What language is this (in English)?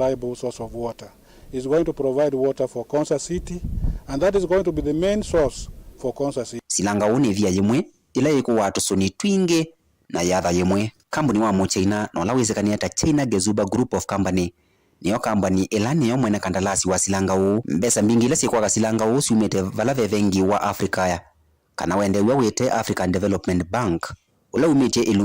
Kamba